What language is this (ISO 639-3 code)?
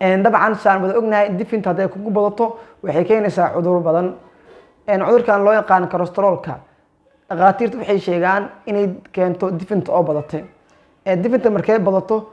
som